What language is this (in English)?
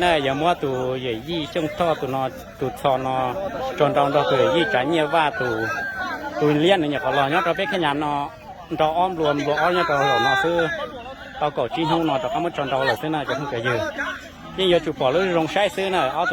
Hmong